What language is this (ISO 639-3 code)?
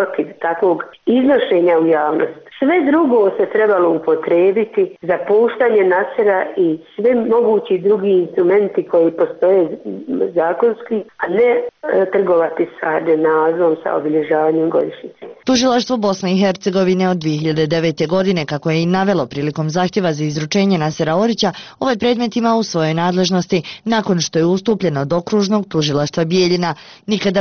bos